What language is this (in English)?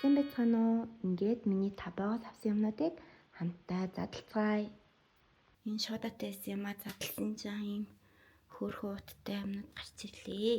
Mongolian